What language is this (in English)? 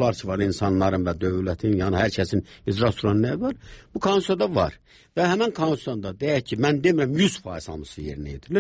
Azerbaijani